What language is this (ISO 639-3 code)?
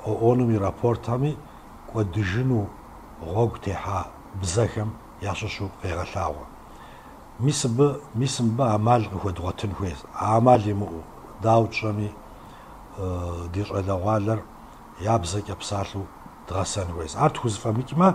kbd